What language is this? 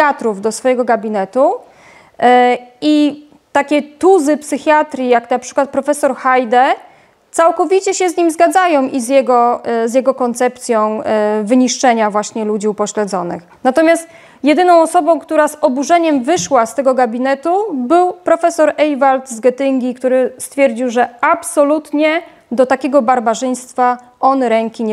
Polish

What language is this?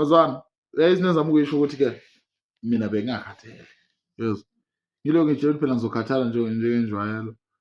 Zulu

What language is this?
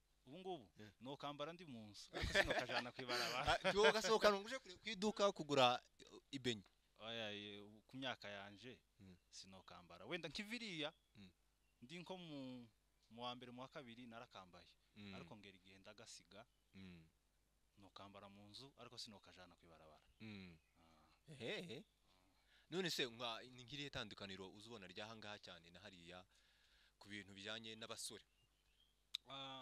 Kinyarwanda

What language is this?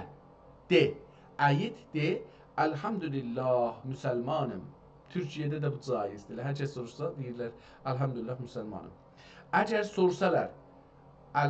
South Azerbaijani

